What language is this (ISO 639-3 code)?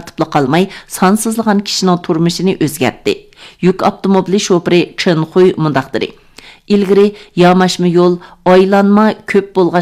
uig